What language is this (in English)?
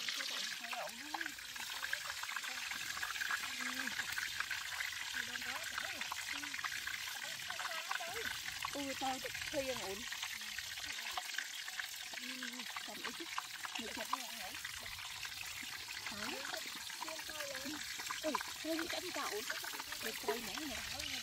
Vietnamese